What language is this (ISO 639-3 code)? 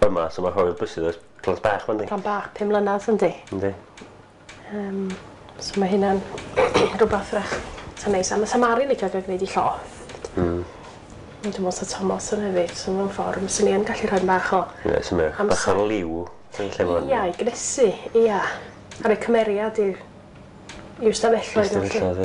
cym